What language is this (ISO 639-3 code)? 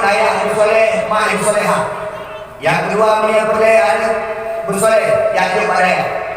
ace